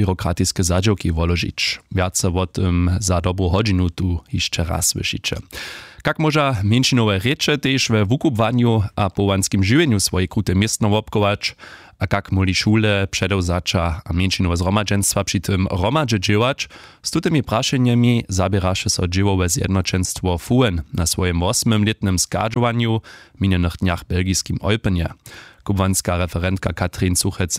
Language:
Upper Sorbian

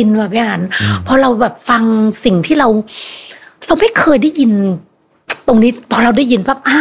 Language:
Thai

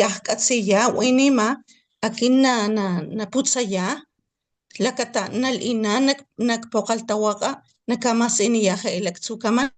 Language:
Papantla Totonac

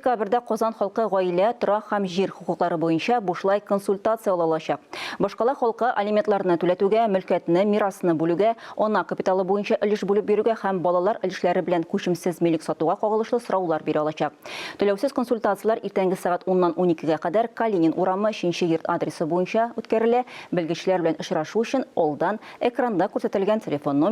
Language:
Tatar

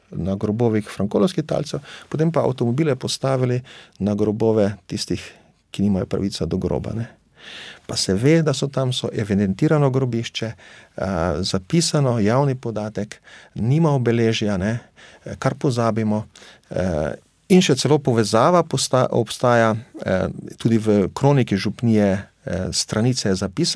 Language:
Slovenian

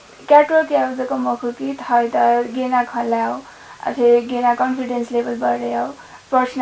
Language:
Newari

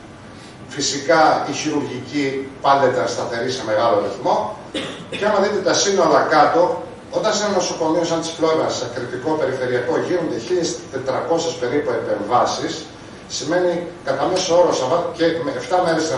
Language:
Greek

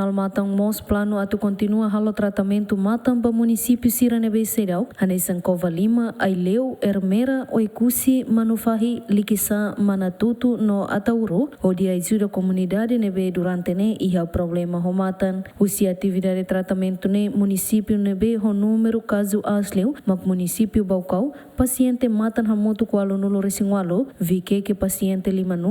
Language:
Tetum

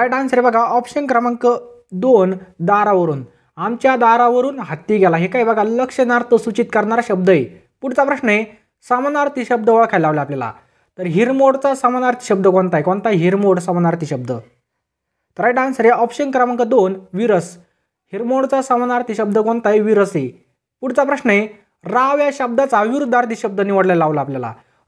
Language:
Marathi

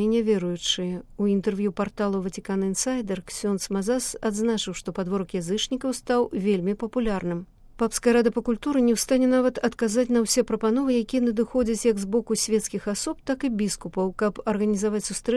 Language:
Belarusian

